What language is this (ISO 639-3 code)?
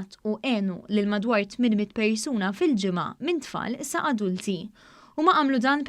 mlt